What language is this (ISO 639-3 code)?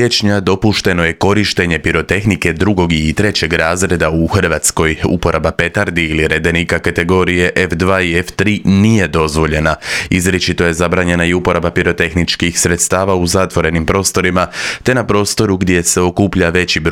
hrv